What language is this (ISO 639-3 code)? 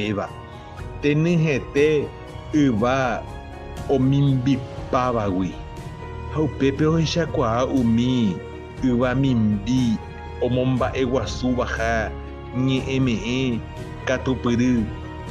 grn